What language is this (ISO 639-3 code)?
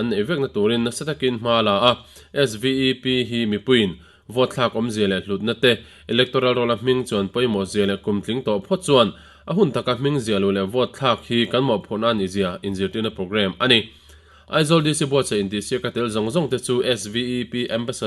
lus